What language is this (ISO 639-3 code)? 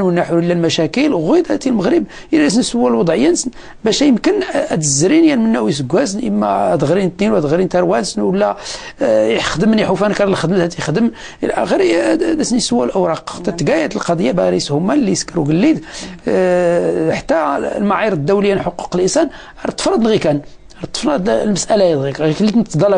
ary